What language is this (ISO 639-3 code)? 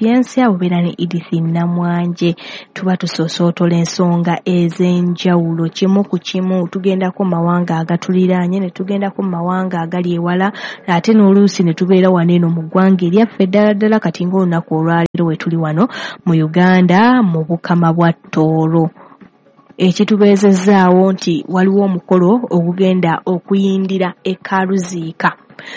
lug